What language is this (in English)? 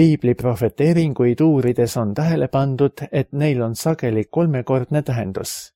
Estonian